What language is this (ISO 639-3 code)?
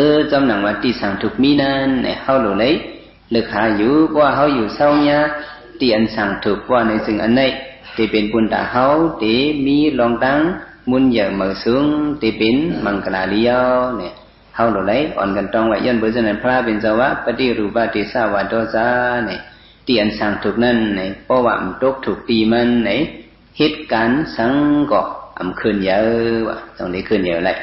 shn